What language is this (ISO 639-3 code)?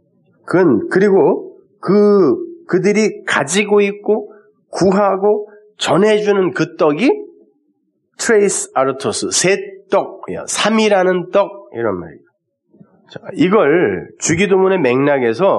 kor